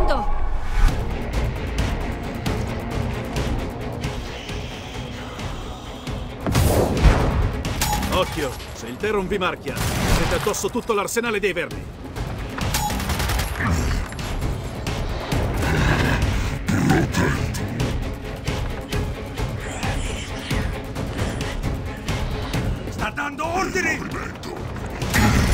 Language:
Italian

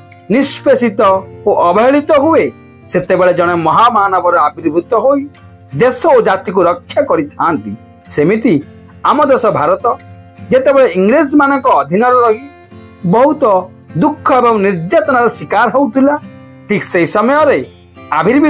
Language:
Odia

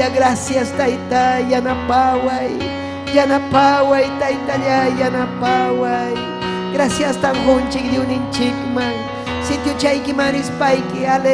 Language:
Ayacucho Quechua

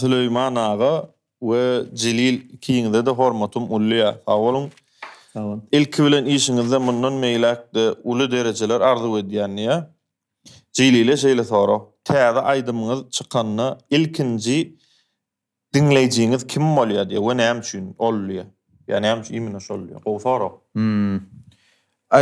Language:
Turkmen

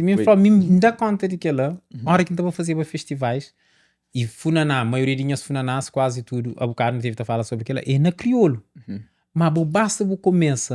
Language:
Kabuverdianu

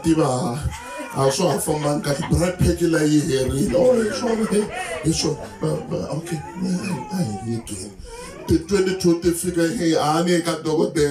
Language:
Tsonga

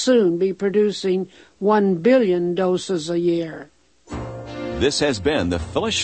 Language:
English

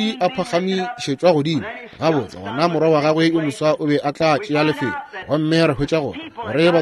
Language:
Northern Sotho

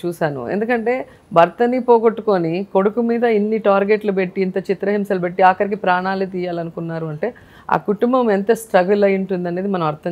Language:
Telugu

